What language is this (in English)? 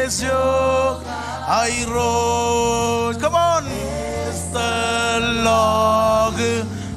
Marshallese